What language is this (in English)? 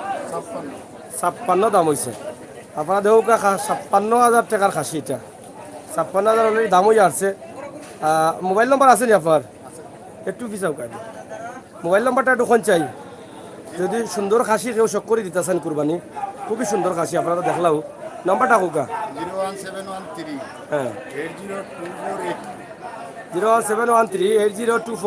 Sylheti